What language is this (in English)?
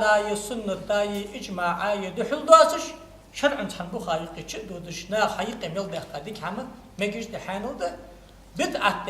Ingush